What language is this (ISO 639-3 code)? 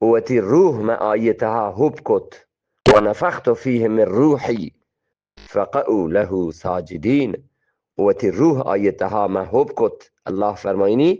bgp